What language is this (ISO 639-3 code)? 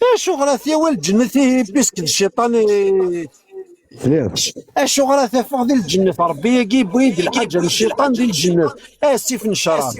kab